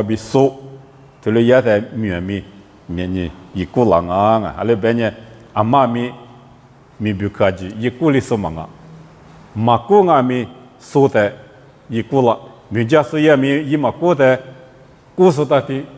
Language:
Lisu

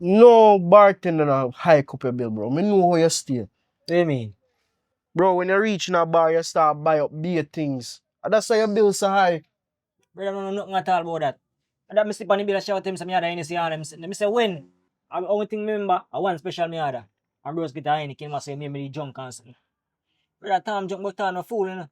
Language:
Jamaican Creole English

